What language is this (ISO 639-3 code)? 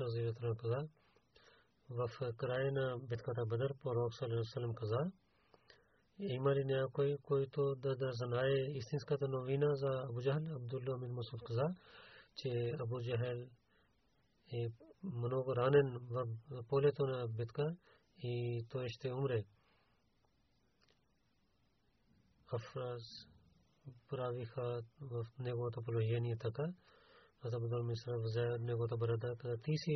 bul